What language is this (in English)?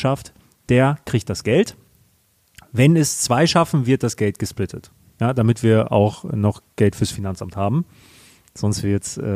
German